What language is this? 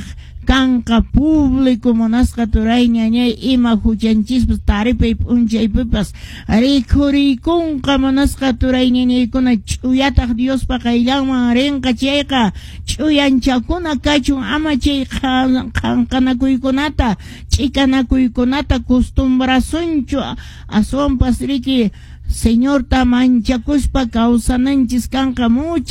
Quechua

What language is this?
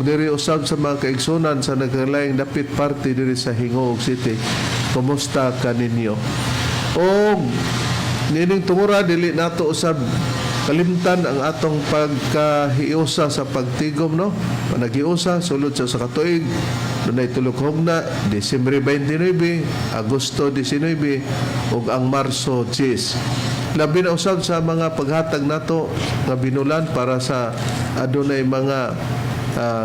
Cebuano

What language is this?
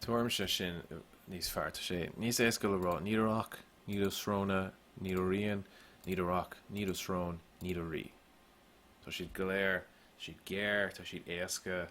Irish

